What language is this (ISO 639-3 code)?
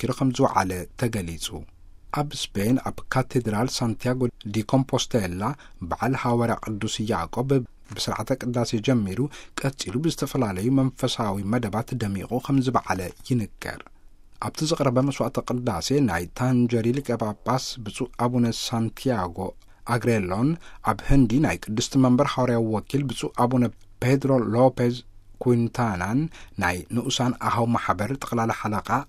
tir